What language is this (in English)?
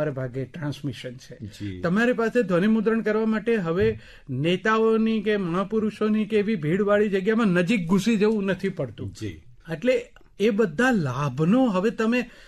Gujarati